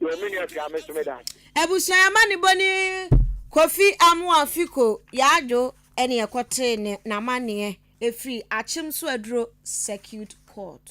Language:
Akan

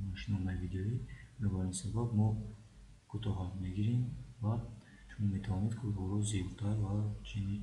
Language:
Tajik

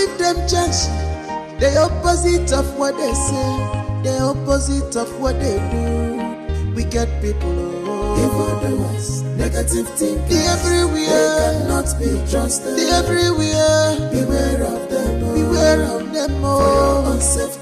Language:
Nigerian Pidgin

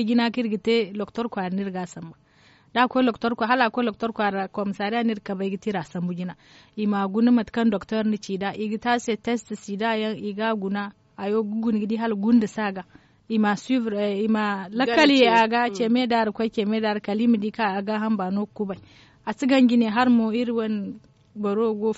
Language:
Zarma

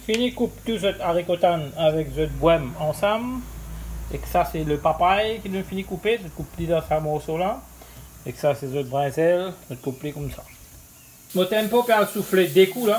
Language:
Morisyen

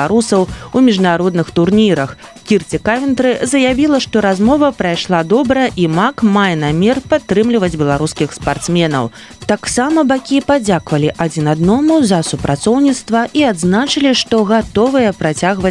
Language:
Belarusian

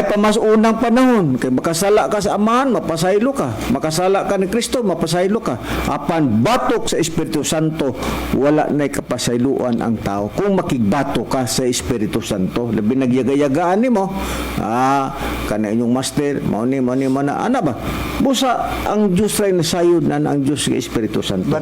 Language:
Cebuano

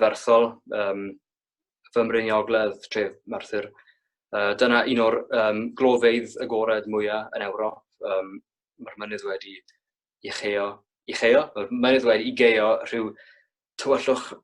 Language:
Welsh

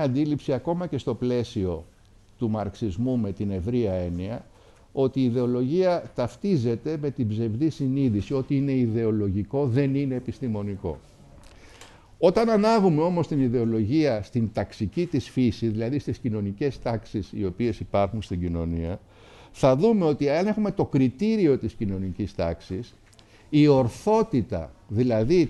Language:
Greek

